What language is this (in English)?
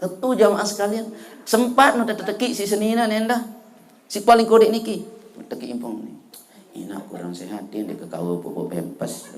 Sasak